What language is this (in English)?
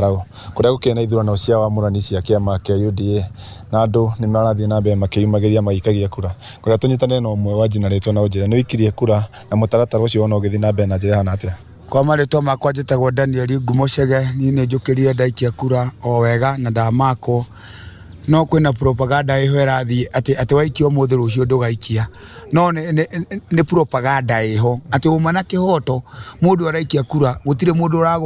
Kikuyu